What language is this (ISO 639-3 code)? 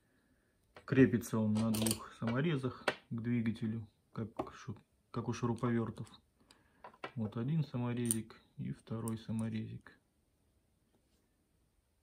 rus